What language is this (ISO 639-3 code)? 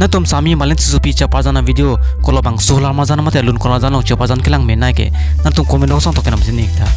mjw